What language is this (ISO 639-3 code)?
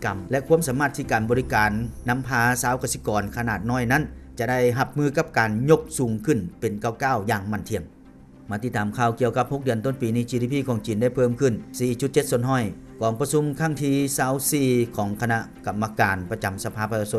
lao